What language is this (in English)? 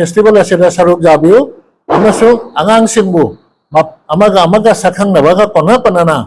Manipuri